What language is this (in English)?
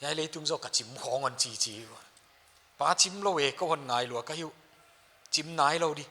Paite Chin